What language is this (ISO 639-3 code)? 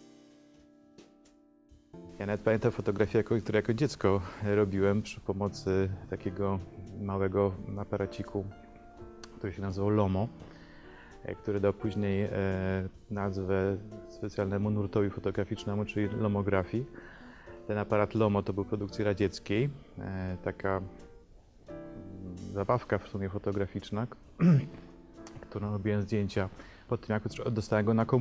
pol